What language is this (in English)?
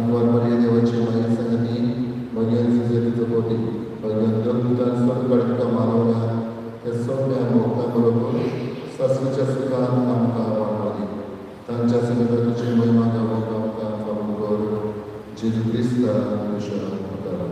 Konkani